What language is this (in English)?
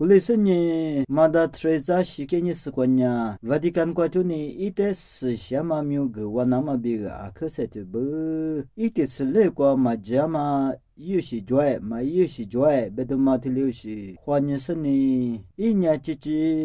Lisu